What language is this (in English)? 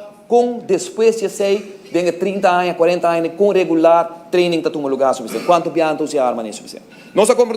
Papiamento